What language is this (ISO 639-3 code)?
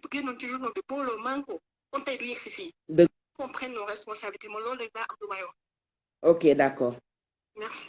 wol